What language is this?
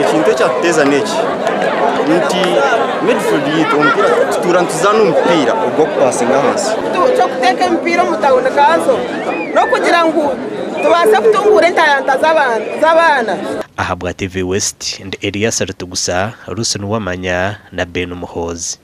Nyankole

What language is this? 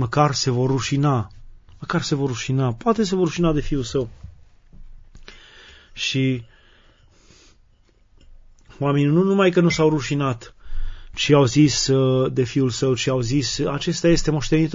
Romanian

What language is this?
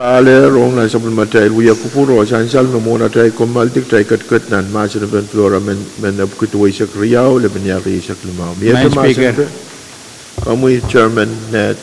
Pohnpeian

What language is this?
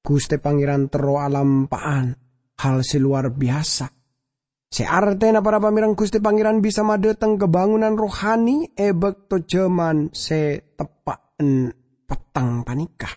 Madurese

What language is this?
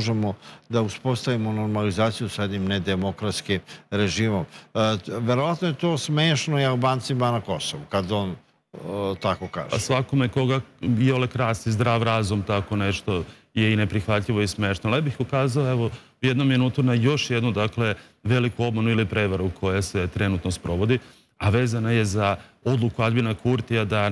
Serbian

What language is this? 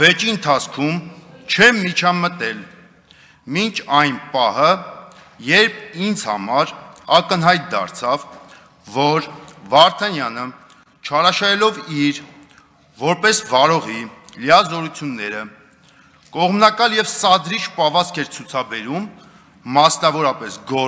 Armenian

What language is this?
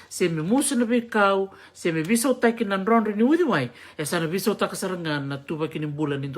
Fijian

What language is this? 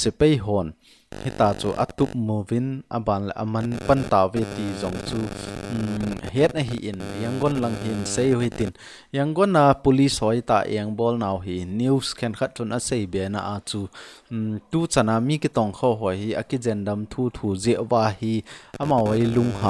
Thado Chin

